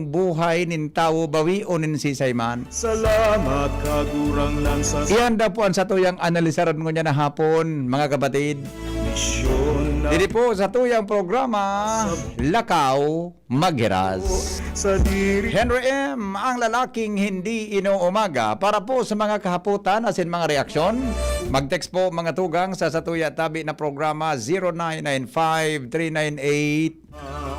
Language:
Bikol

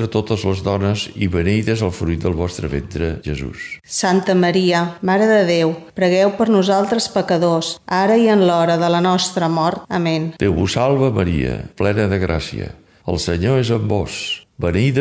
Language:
Catalan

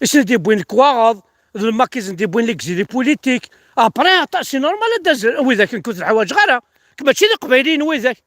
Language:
Kabyle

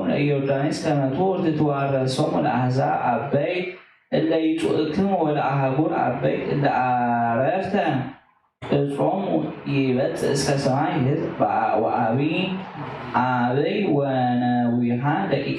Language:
Geez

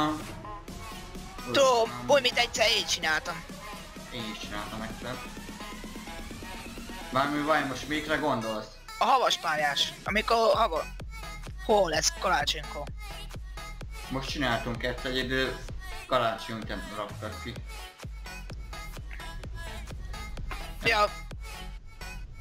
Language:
Hungarian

